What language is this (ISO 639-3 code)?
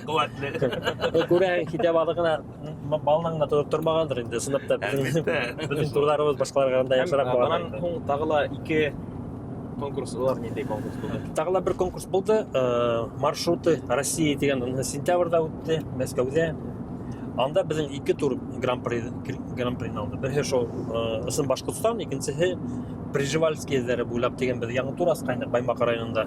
bak